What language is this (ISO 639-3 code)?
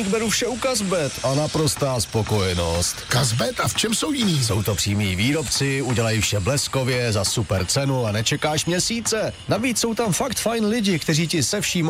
ces